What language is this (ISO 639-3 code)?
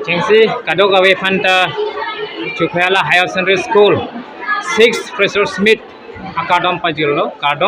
mjw